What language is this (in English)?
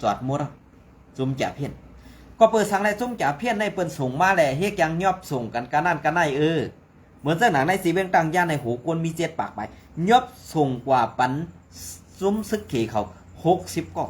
Shan